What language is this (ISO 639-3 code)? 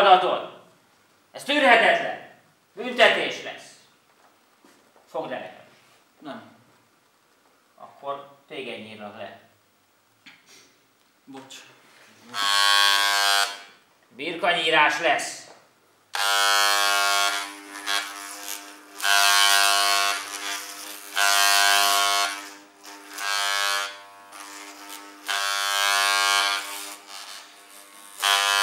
hun